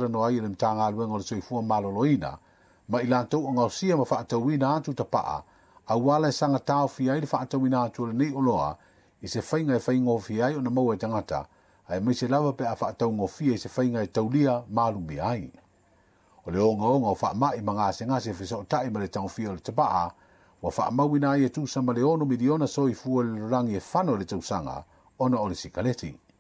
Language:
Samoan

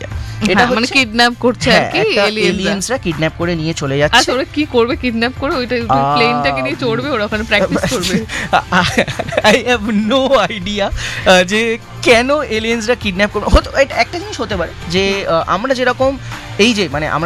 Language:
Bangla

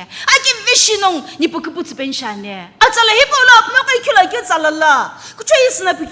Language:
Sumi Naga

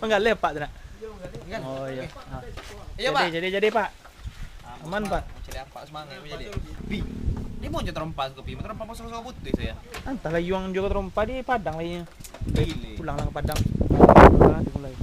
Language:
Minangkabau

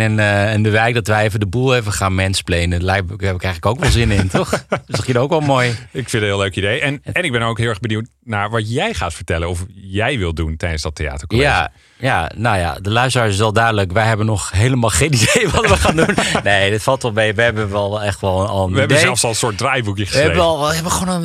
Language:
Dutch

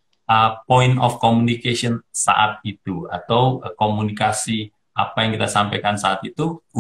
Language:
Indonesian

